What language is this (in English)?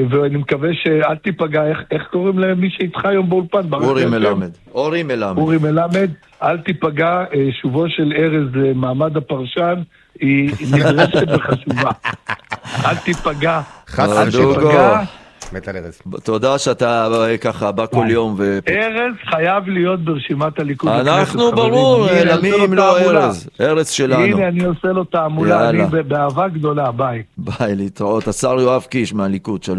Hebrew